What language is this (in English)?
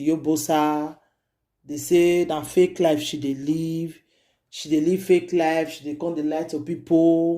Nigerian Pidgin